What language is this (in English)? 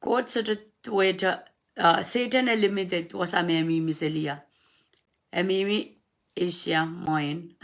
Pohnpeian